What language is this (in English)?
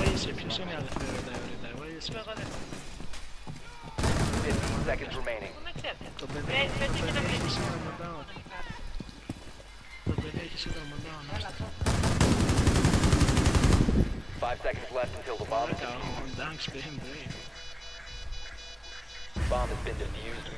Greek